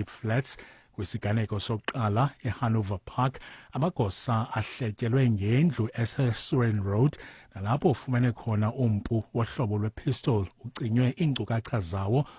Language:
Xhosa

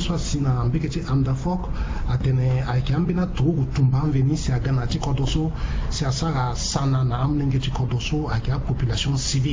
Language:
Sango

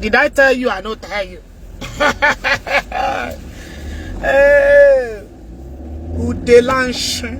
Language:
Igbo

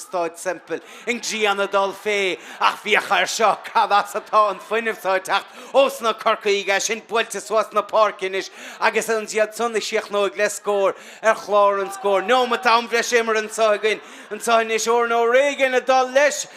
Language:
Irish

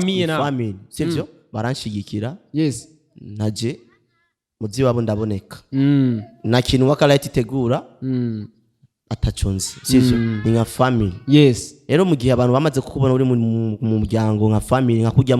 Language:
Rundi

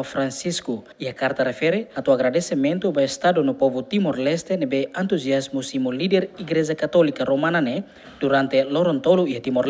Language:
Tetum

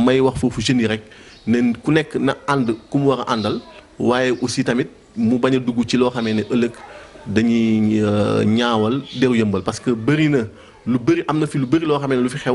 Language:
Wolof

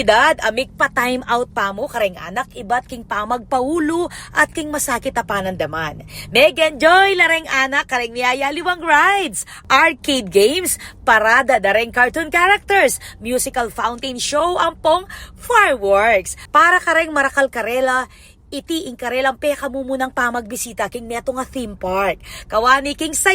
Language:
Pampanga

